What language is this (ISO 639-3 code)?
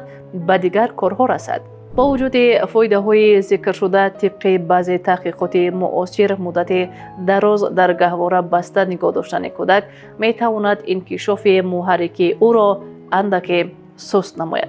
tgk